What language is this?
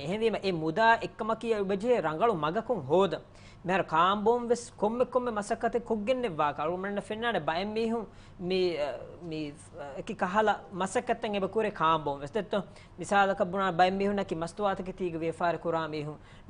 Divehi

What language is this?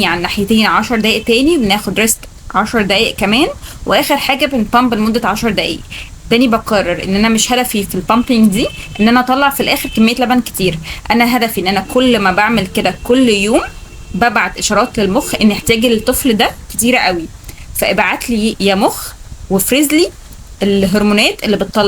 Egyptian Arabic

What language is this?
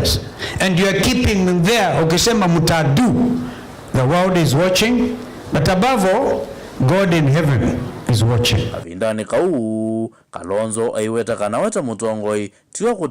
Kamba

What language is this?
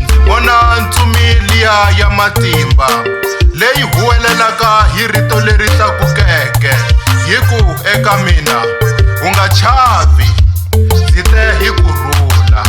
Tsonga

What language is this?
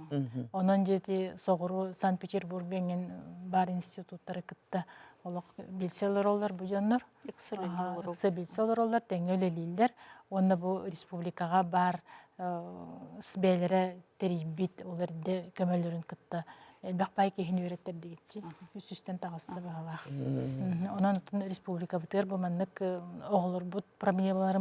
Yakut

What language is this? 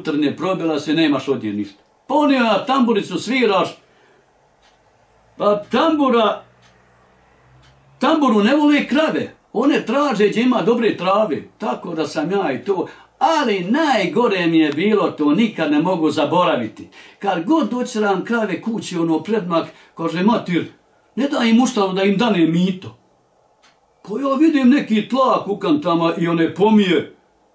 Bosnian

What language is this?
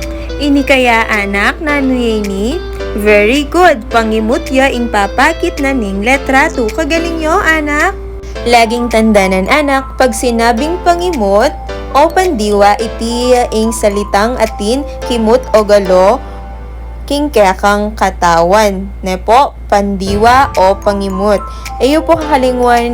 Pampanga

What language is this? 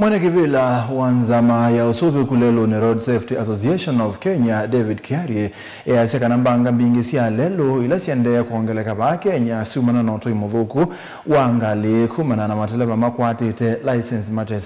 Kamba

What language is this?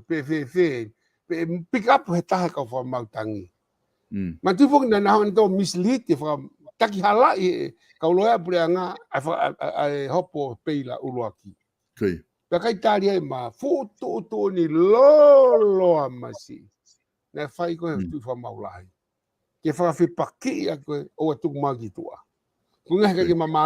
Tongan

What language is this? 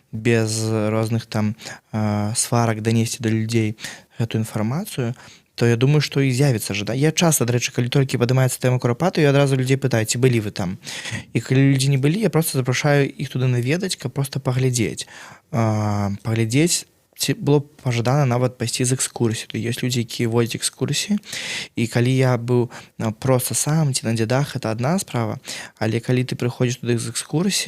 Belarusian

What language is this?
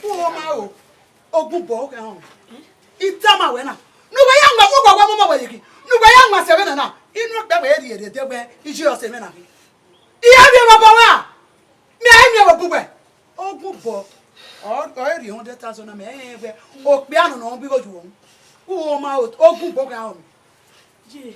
Bini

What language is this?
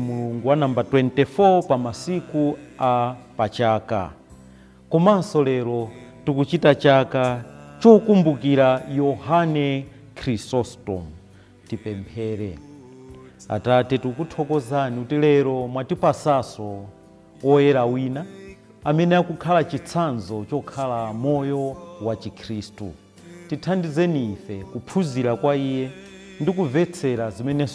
Nyanja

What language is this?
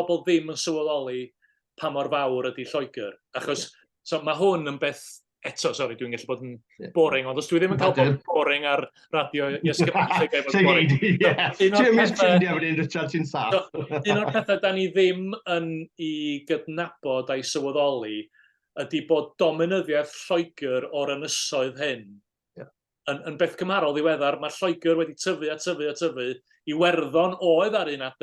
Welsh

